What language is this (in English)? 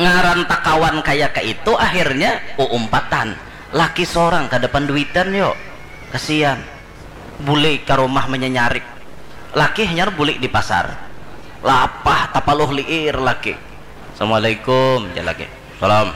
Banjar